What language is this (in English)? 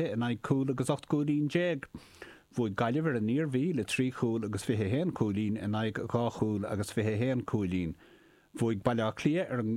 Irish